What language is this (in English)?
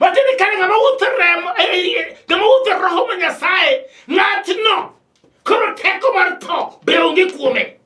Luo (Kenya and Tanzania)